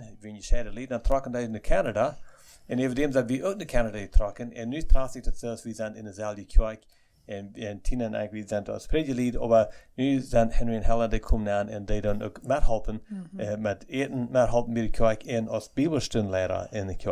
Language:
Plautdietsch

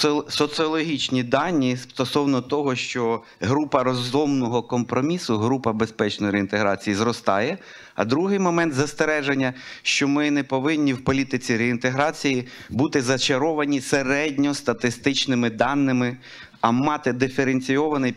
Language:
Ukrainian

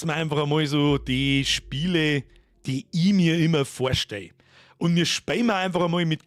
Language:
Bavarian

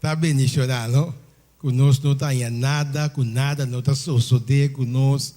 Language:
Papiamento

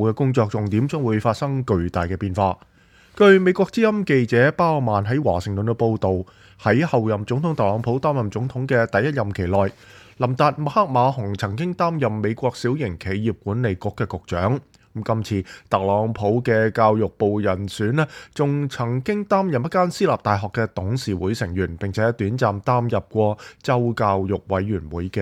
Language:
Cantonese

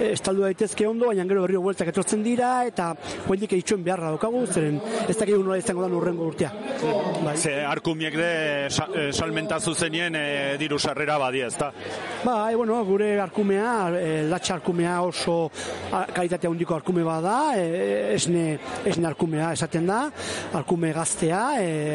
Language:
Basque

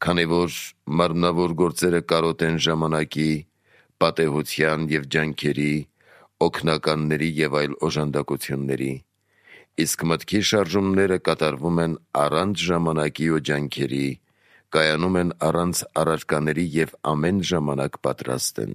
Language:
Armenian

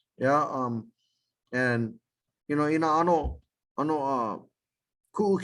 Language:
Hawaiian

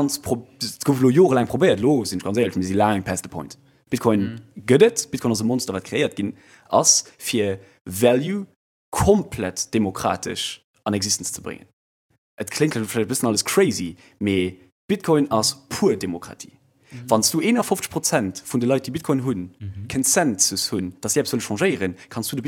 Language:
Luxembourgish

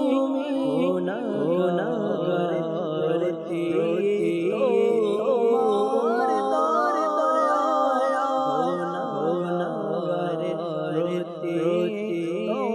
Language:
Bangla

